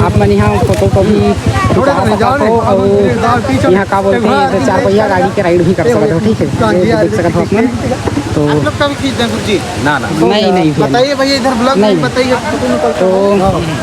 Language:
Chhattisgarhi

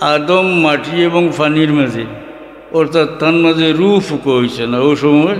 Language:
Sylheti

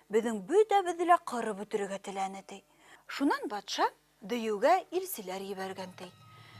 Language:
Bashkir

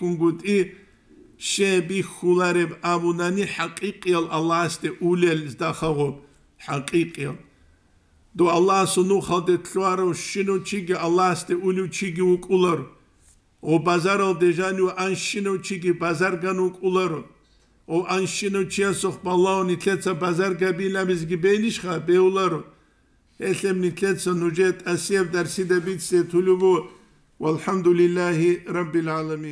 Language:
Avaric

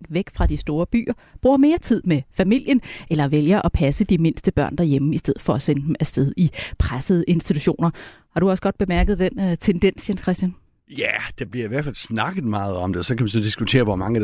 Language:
Danish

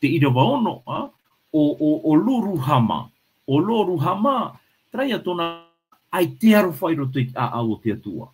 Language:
Tahitian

